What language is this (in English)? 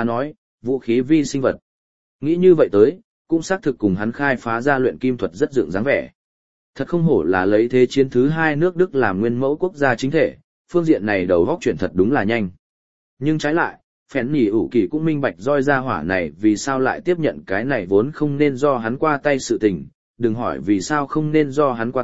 Vietnamese